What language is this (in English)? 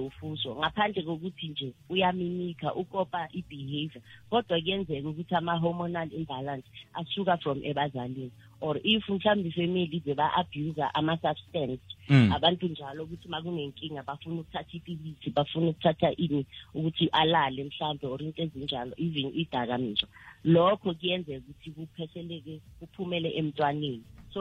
South Ndebele